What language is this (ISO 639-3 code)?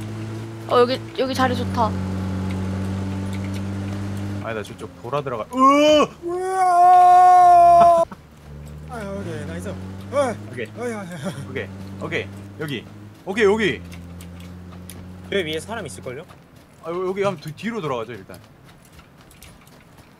kor